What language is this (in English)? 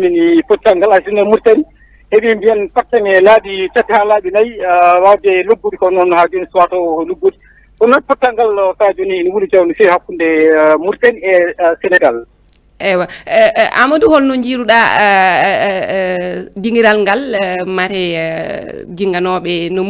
Fula